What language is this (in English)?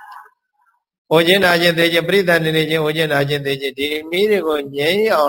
Burmese